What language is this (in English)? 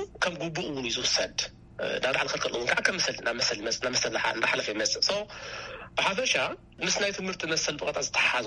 Tigrinya